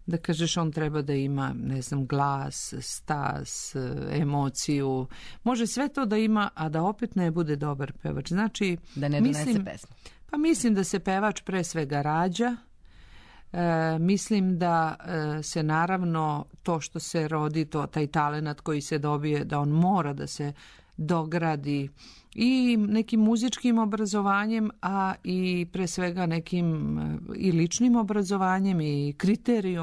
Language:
Serbian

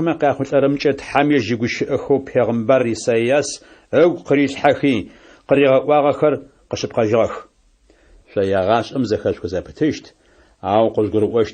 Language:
Adyghe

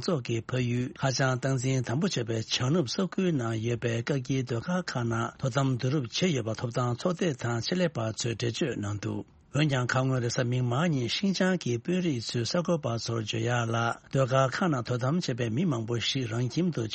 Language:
Tibetan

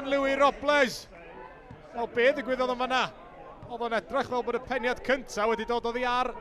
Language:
Welsh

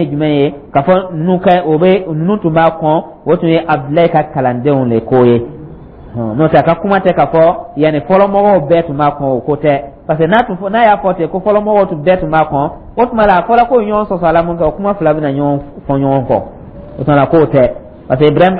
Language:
Dyula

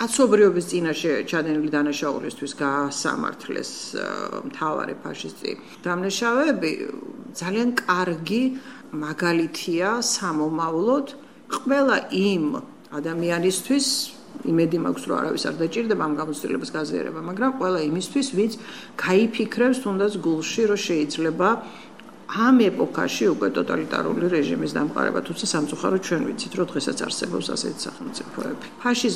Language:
Georgian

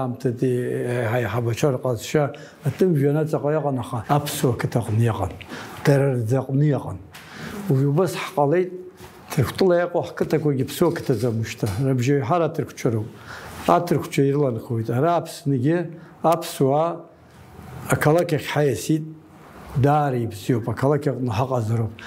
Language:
Abkhazian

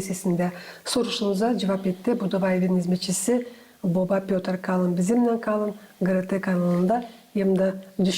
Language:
Gagauz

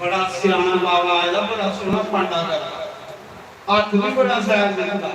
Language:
Dogri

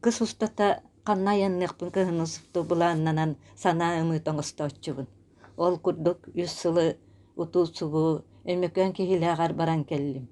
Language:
Yakut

